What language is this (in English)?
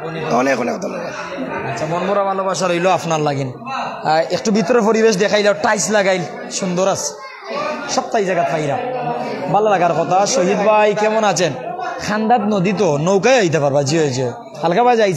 Sylheti